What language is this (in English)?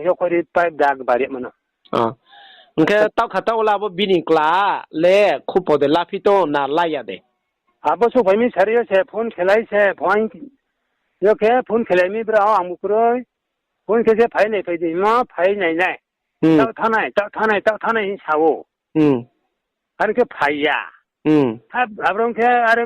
Riang (India)